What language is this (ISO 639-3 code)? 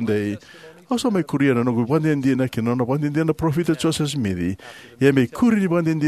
fij